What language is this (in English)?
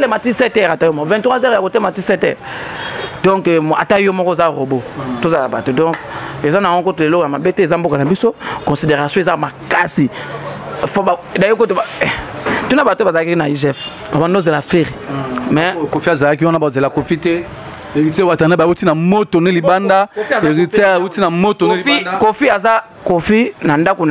Lingala